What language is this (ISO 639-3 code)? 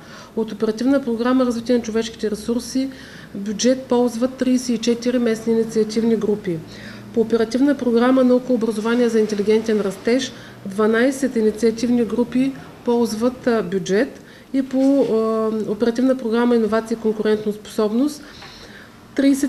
bul